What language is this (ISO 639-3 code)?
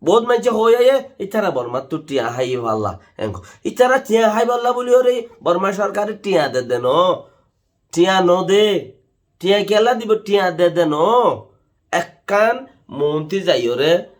rhg